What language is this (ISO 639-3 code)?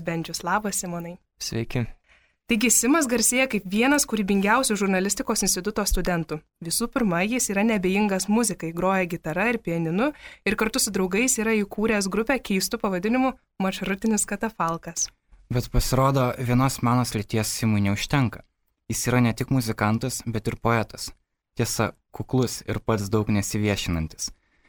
lit